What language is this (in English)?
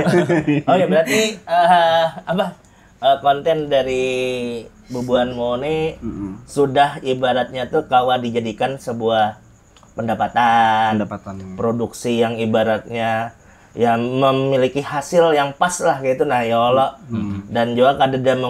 Banjar